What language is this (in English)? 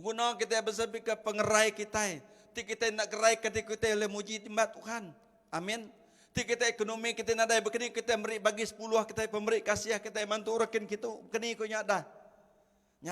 Iban